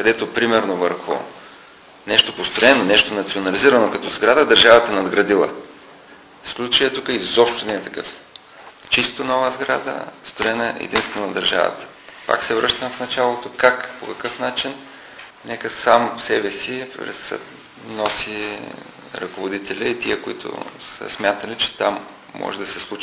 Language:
Bulgarian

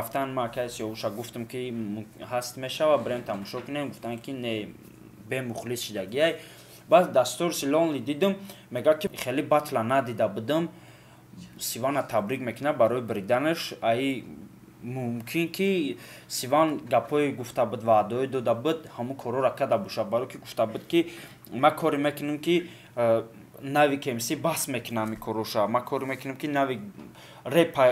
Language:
Tajik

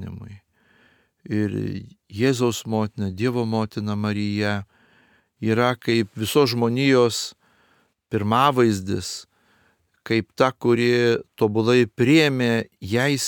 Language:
Lithuanian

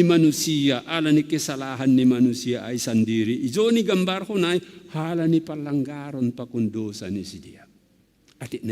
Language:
Batak Simalungun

